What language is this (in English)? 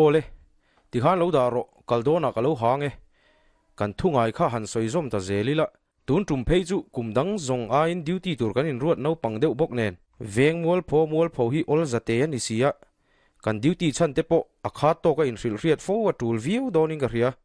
Mizo